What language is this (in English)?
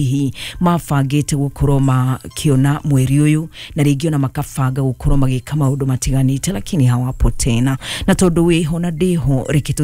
Kikuyu